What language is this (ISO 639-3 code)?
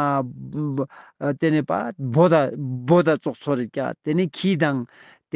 lbj